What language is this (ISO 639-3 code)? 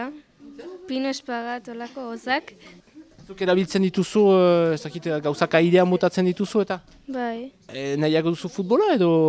eus